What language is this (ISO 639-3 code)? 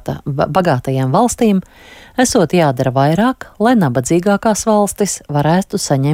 lav